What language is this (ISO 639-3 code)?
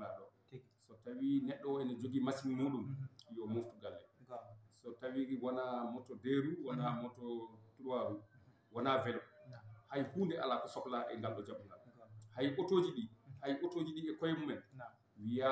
ful